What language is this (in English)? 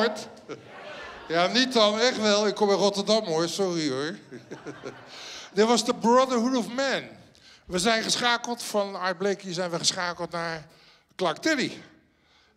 Dutch